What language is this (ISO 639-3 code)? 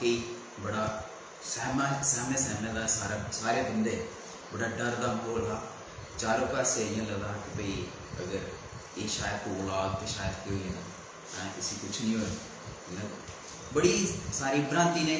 doi